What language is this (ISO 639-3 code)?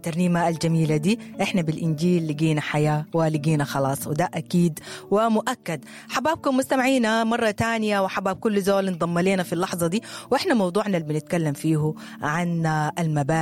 apd